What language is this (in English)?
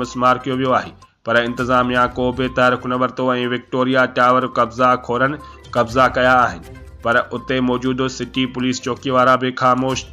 Sindhi